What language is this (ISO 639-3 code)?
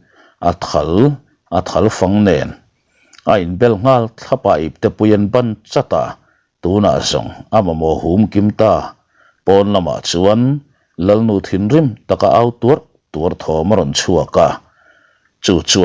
lus